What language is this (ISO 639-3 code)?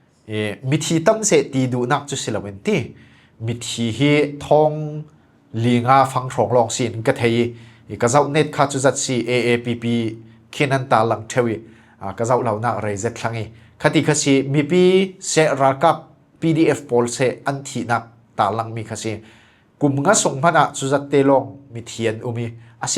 cfm